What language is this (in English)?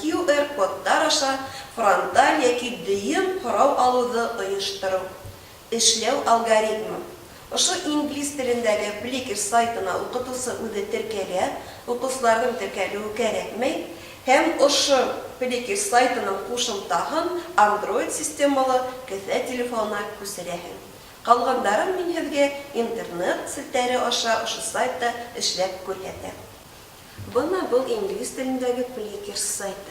Bashkir